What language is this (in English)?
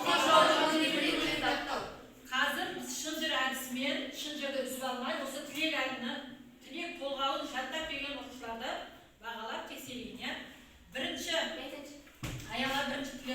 Kazakh